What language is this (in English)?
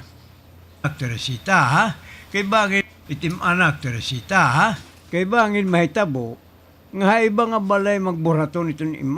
Waray